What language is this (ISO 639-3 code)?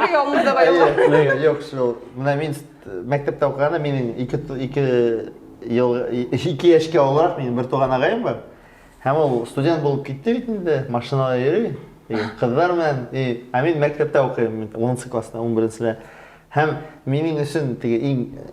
bak